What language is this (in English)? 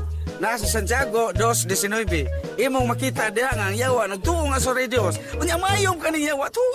Cebuano